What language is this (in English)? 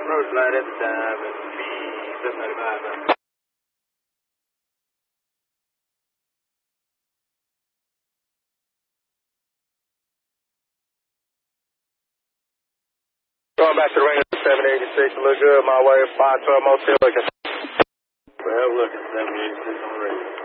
English